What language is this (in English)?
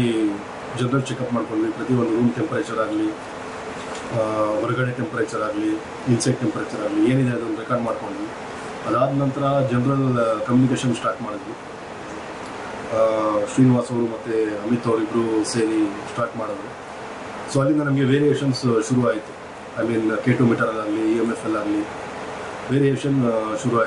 Kannada